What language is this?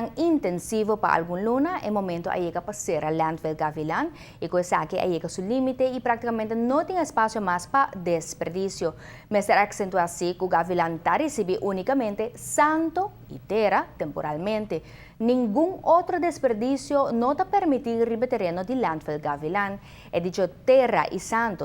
Papiamento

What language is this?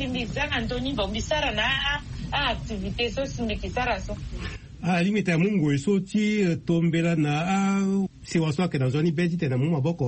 Sango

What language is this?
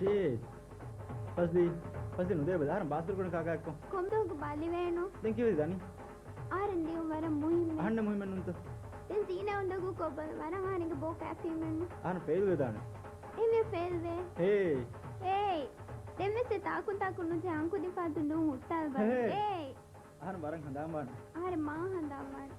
Divehi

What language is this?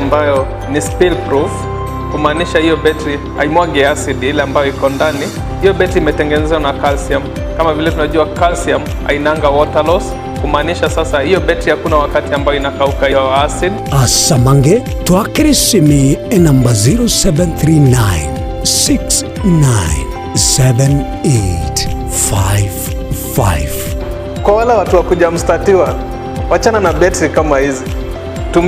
Gusii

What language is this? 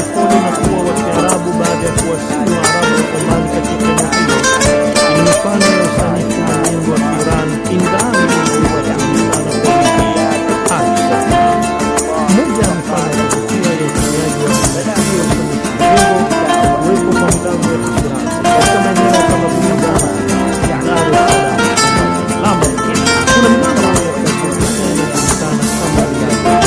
Swahili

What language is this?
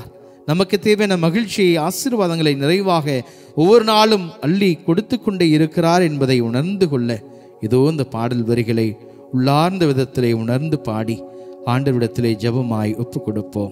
Tamil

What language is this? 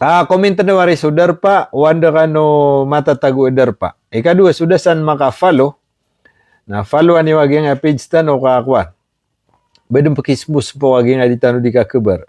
Maranao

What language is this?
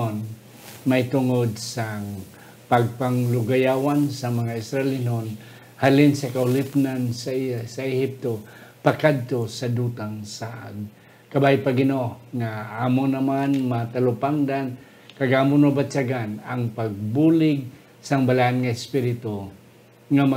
Hiligaynon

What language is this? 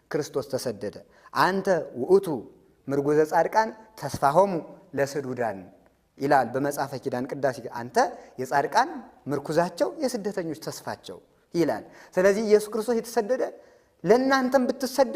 Amharic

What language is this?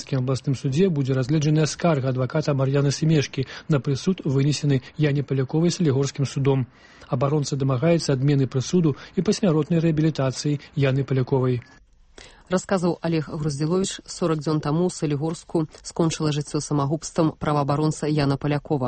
Belarusian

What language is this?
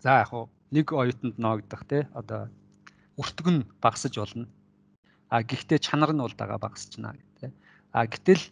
Mongolian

